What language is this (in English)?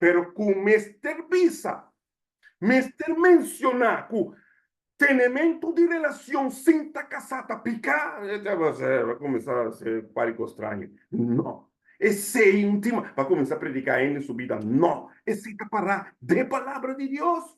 Papiamento